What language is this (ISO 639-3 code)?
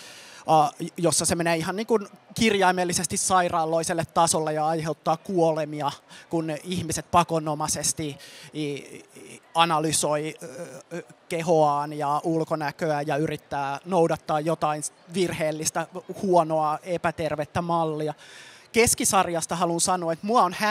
fin